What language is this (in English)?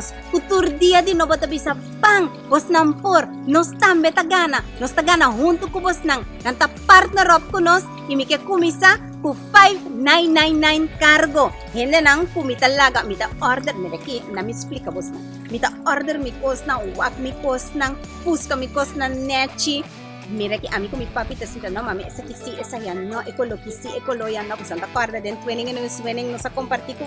Papiamento